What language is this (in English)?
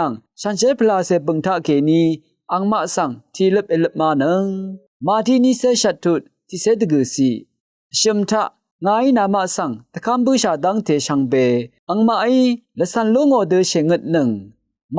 Rawang